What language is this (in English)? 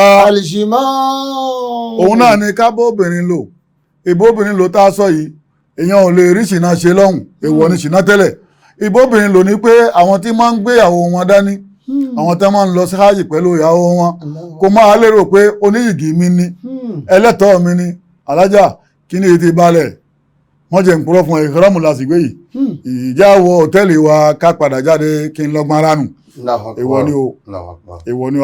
Yoruba